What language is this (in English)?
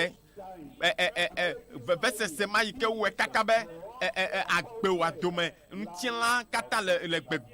Ewe